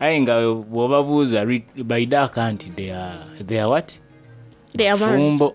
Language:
Soga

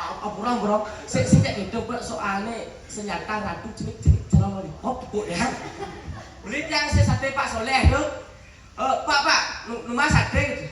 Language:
Balinese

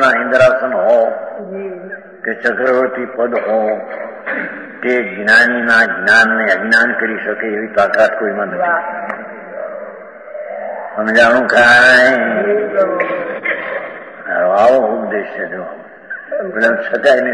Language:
Gujarati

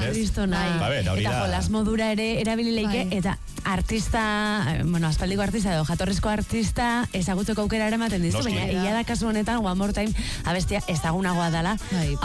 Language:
Basque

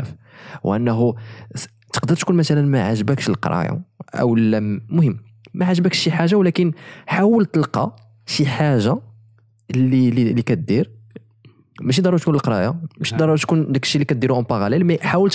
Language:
Moroccan Arabic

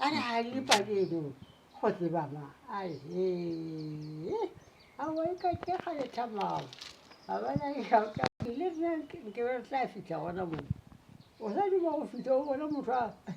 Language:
Northern Sotho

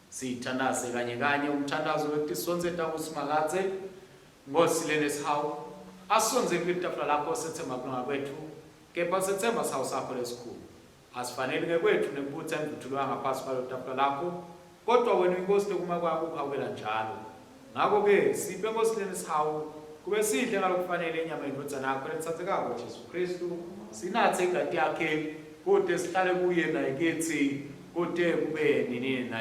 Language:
Swati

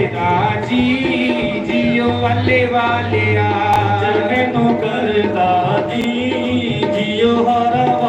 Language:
Dogri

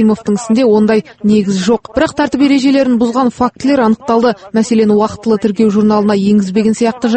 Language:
Kazakh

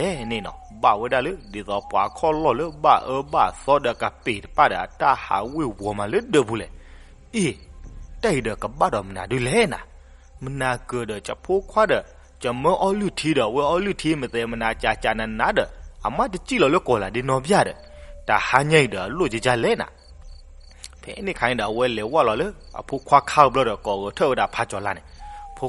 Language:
S'gaw Karen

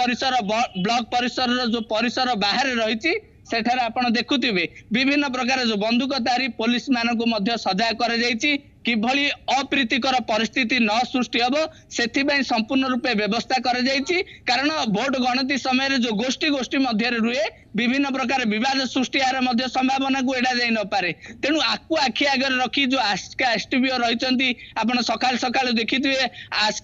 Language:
Odia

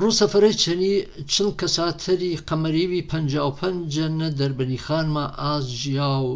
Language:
Gurani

